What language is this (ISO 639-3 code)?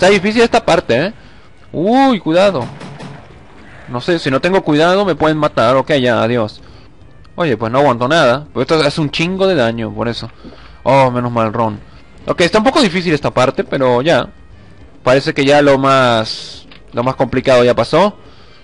spa